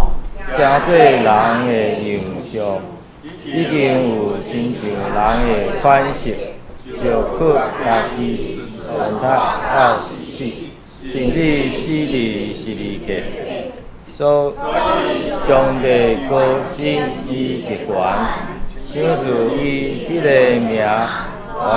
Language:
Min Nan Chinese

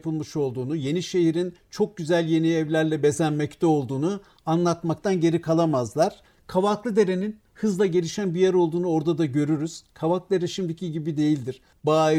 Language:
Turkish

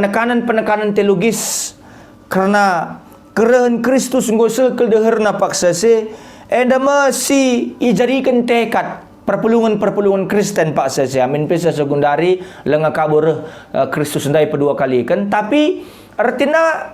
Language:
Batak Karo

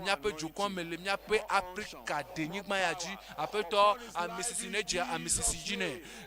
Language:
Ewe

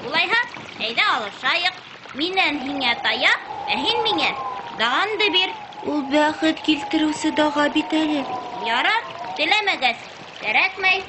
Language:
Bashkir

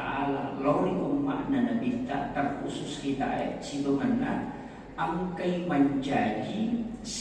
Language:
Buginese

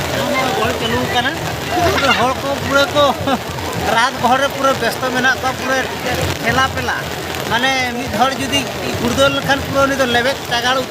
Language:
Santali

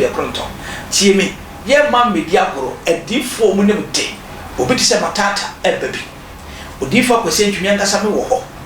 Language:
Akan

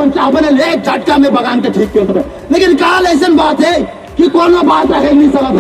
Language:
Sadri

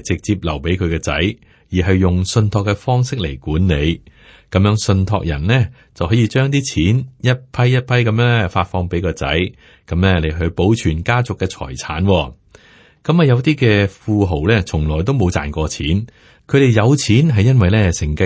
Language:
Cantonese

